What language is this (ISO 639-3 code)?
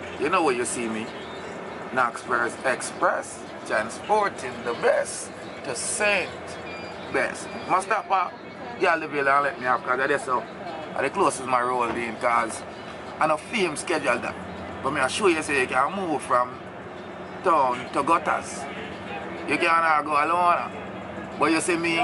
jam